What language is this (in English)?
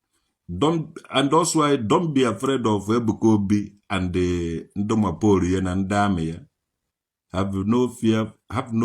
Igbo